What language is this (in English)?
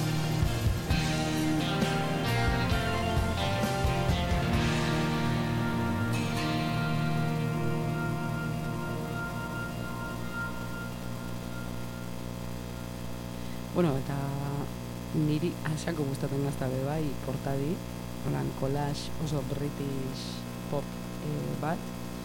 Basque